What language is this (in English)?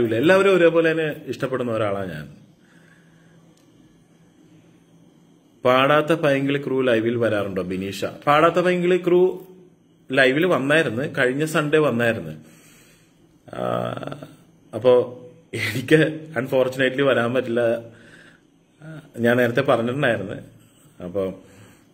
Malayalam